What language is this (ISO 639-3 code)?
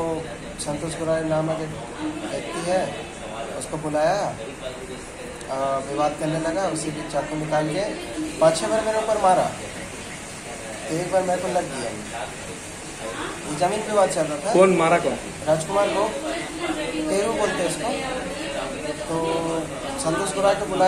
hin